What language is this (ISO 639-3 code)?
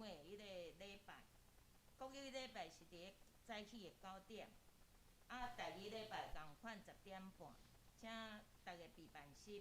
nan